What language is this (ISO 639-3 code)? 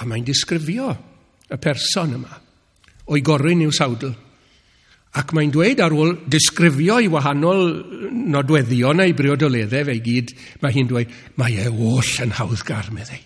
cym